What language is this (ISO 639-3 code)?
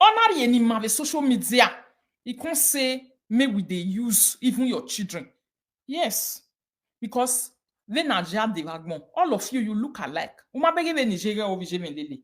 pcm